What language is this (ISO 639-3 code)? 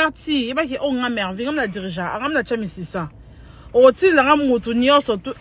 lin